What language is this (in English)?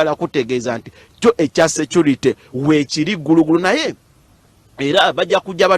Ganda